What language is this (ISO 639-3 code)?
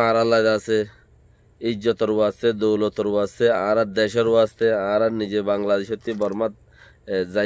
rhg